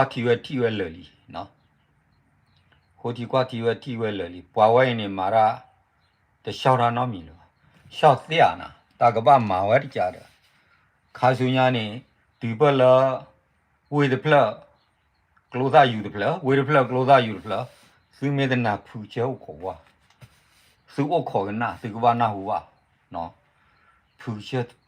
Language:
S'gaw Karen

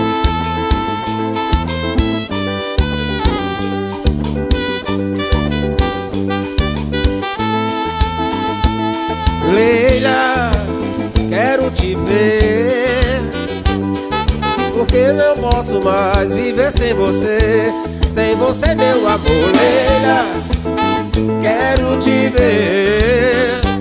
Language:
Portuguese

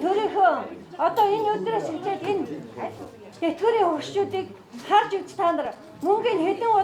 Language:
Mongolian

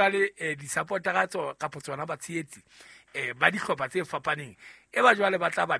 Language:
Southern Sotho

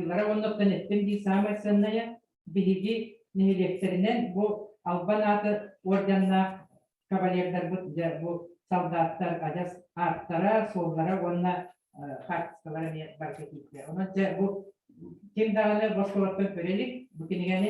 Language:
Yakut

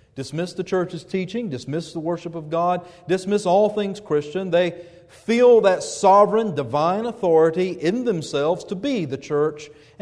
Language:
English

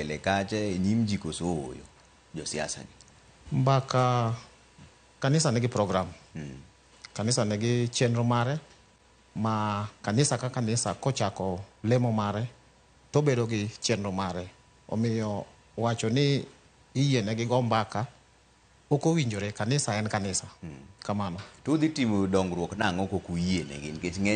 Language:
Luo (Kenya and Tanzania)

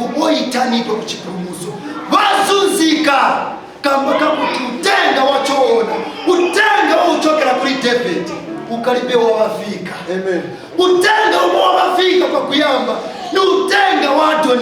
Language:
Nyanja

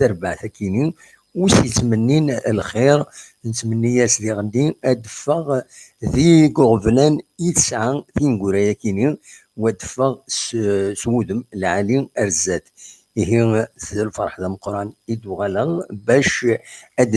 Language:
Kabyle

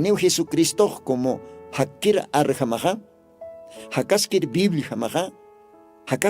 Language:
Aymara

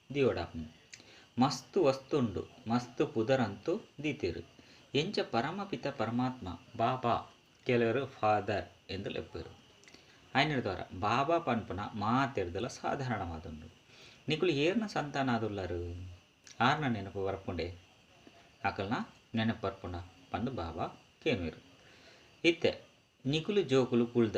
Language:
Tulu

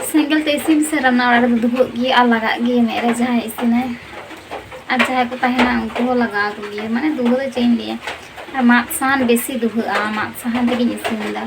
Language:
Santali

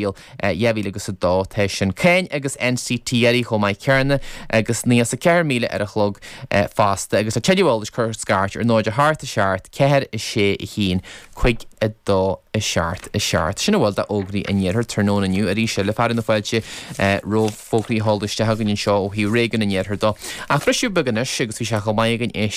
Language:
Irish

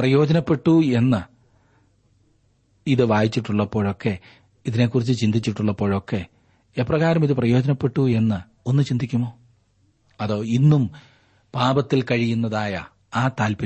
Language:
Malayalam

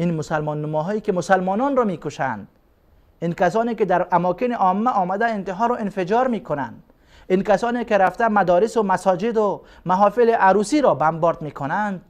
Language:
Persian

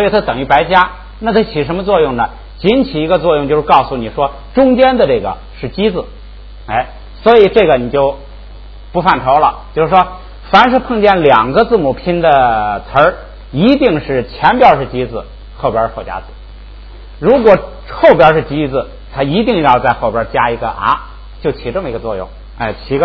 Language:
Chinese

